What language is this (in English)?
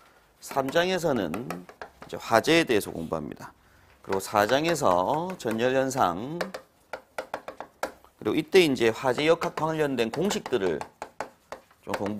Korean